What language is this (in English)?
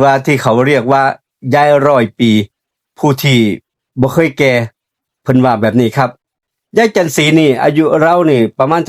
Lao